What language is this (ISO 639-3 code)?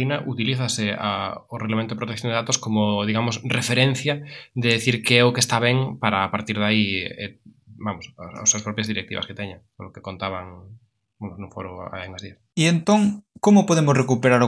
glg